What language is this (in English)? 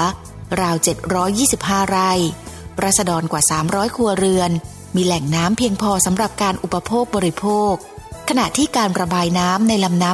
Thai